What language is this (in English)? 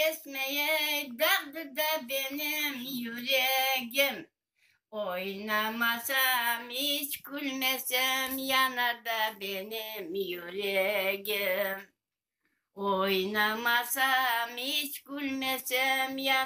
Crimean Tatar